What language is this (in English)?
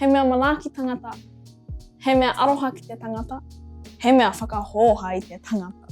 Māori